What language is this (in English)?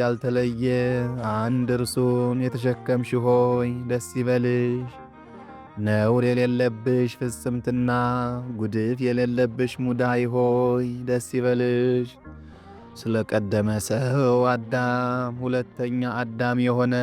Amharic